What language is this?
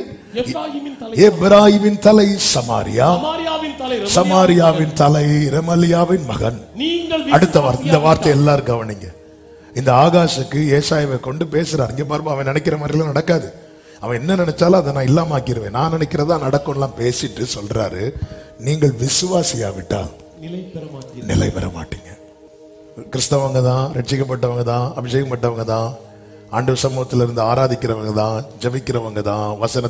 Tamil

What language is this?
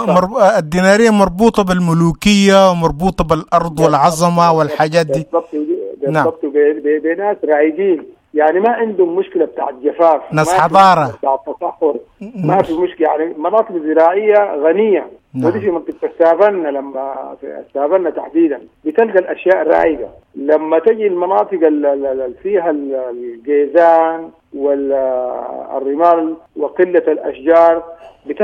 Sudanese Arabic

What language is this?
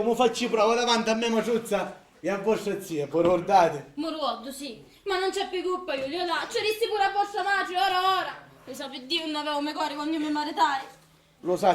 Sicilian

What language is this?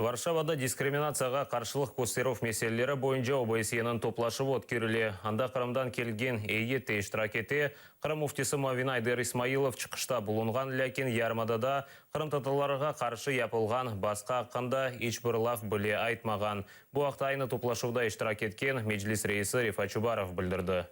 Crimean Tatar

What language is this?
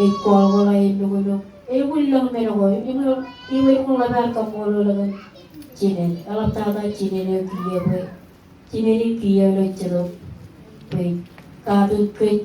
Marshallese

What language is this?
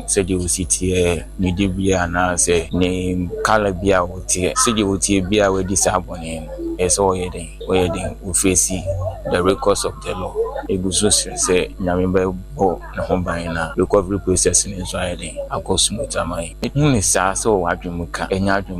Akan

